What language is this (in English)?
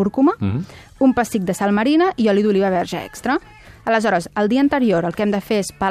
Catalan